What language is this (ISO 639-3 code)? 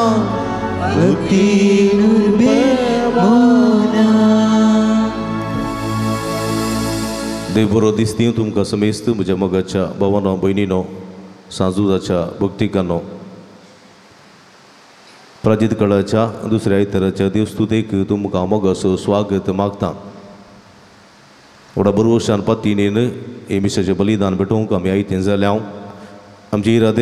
kok